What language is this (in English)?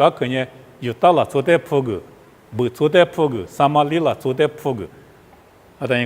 Lisu